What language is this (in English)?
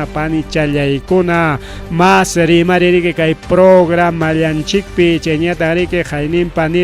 Ayacucho Quechua